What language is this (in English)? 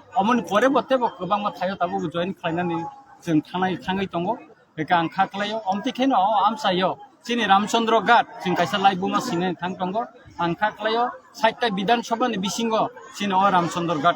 Kok Borok